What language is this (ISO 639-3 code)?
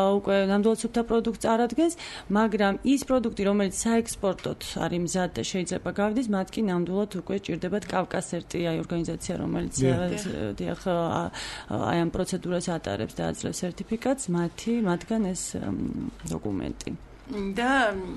kat